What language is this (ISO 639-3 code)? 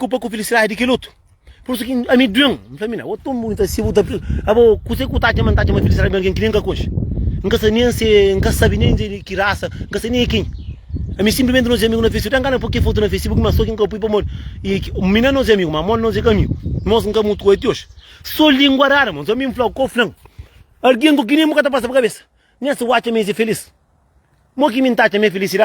kea